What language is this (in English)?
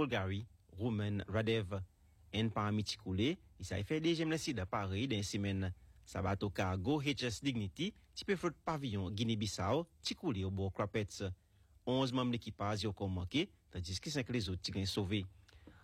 French